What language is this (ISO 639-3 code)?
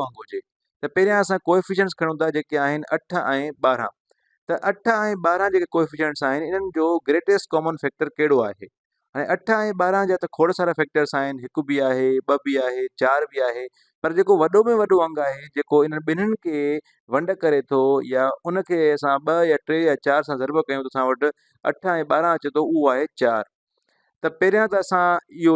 snd